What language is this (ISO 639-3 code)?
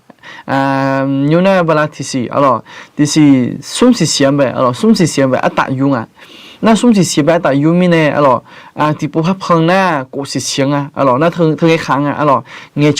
ahk